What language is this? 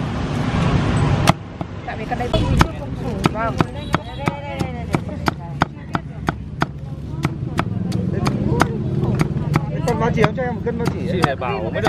Vietnamese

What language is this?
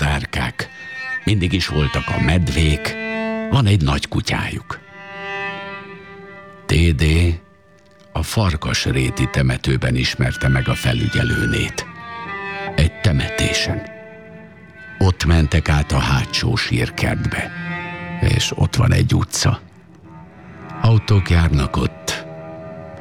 Hungarian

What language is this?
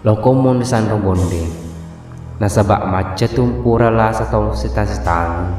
Buginese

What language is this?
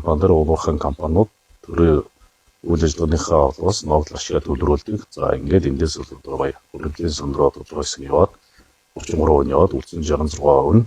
Mongolian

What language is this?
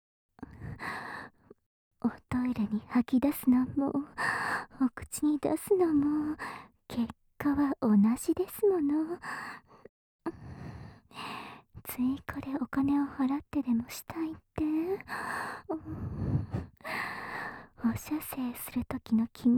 Japanese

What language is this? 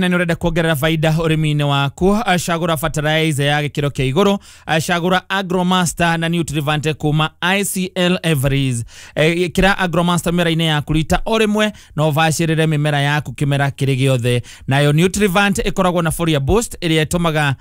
Kikuyu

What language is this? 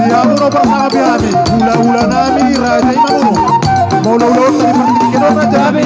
Batak Toba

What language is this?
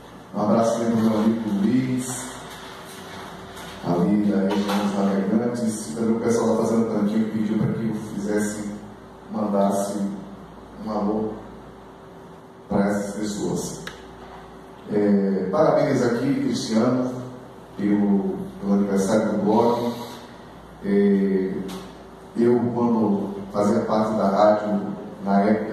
Portuguese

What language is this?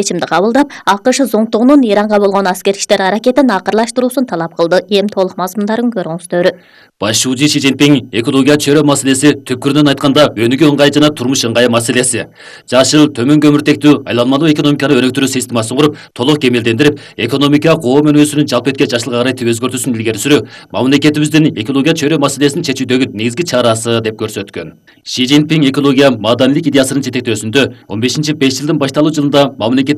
Kyrgyz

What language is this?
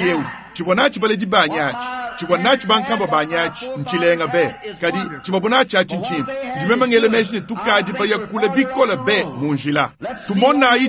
Luba-Lulua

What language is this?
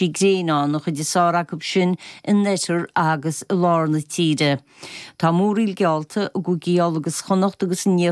Irish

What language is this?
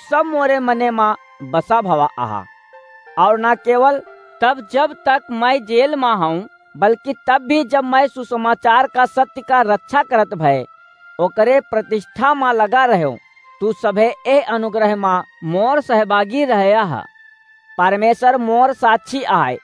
Awadhi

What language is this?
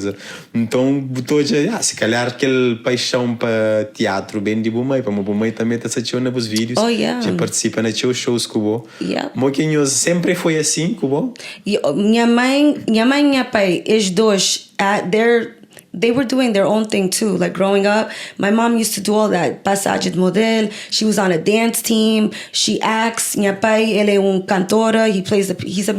Kabuverdianu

